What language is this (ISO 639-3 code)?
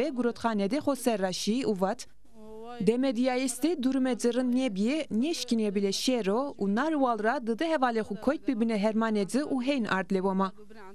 zza